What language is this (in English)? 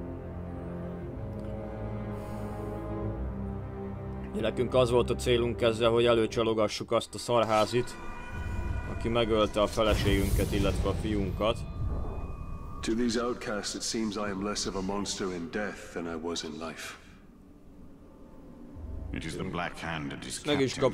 Hungarian